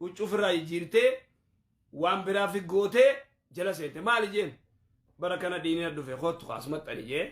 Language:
Oromo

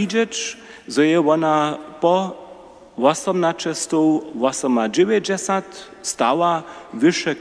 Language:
Upper Sorbian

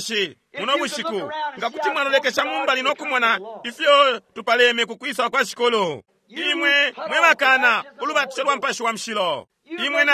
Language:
Bemba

